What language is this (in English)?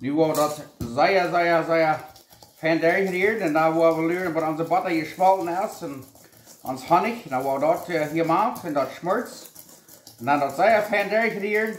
Plautdietsch